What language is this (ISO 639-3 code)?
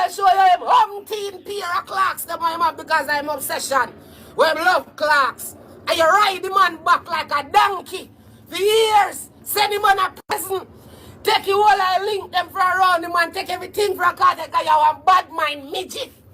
jam